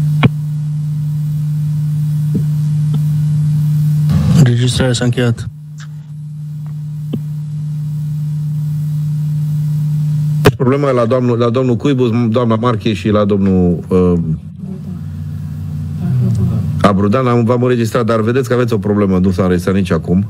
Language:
Romanian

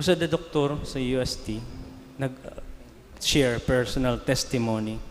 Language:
Bikol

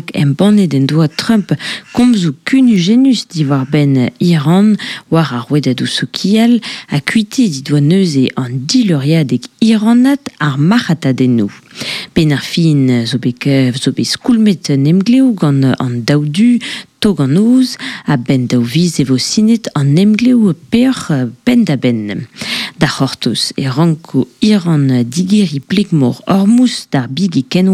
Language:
Breton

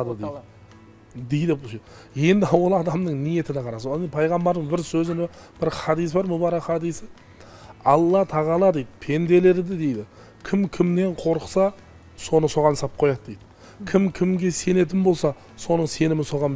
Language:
Kazakh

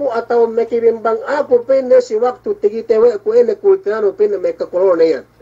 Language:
Yakan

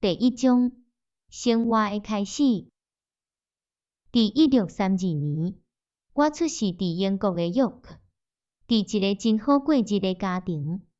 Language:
Min Nan Chinese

